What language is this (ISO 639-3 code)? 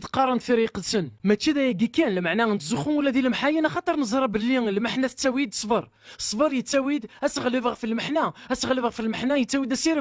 kab